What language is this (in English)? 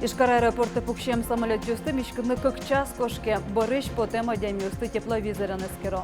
Udmurt